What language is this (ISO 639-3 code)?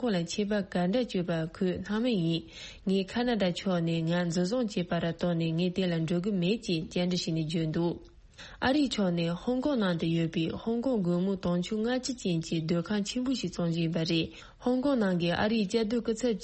bod